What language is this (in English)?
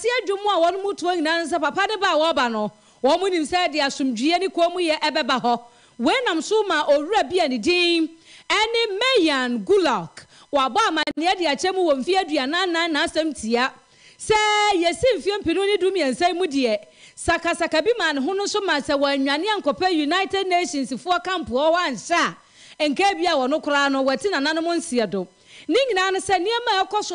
Akan